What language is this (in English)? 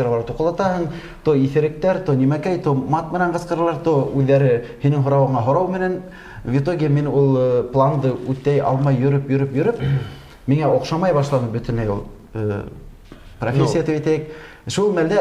Bashkir